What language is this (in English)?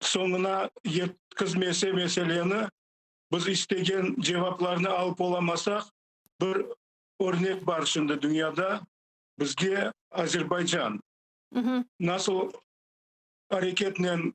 Crimean Tatar